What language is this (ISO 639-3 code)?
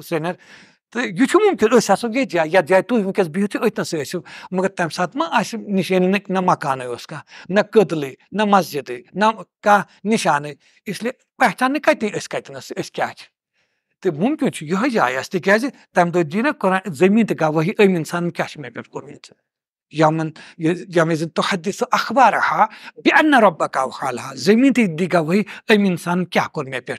kas